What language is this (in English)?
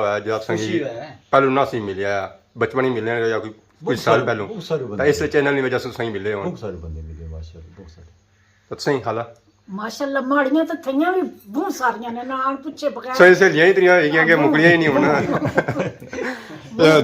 Pahari-Potwari